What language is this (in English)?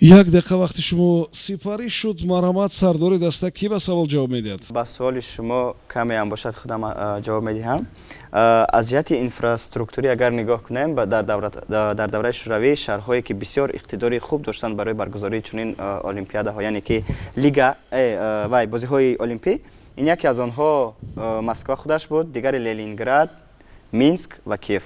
Tajik